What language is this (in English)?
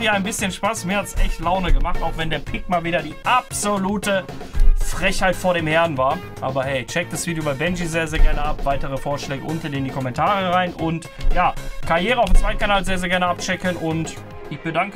German